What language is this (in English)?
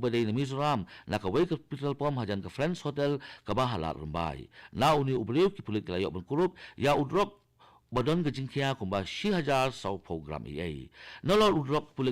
Khasi